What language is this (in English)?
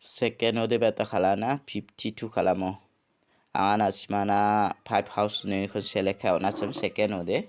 Garo